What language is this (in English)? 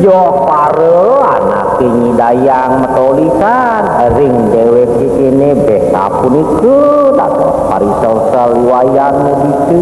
Balinese